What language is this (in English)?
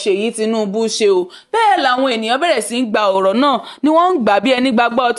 Yoruba